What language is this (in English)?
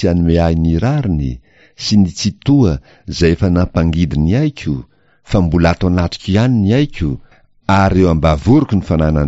Malagasy